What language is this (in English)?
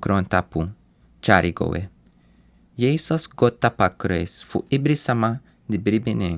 Sranan Tongo